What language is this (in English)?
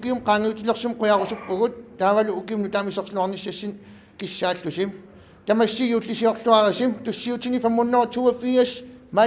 Kalaallisut